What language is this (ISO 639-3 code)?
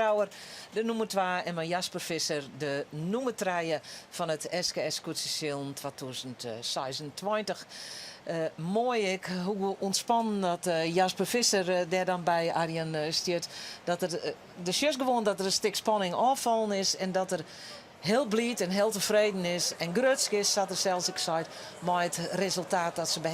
fry